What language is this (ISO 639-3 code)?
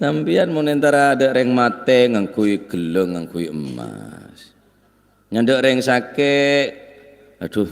mad